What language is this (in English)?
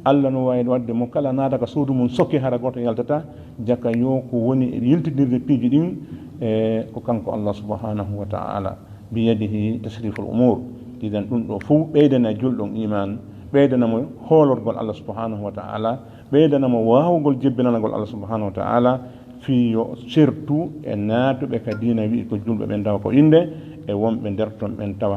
Fula